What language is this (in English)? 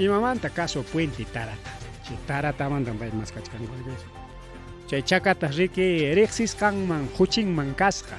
Ayacucho Quechua